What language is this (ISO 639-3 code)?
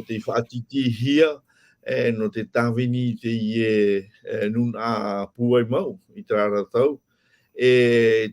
tah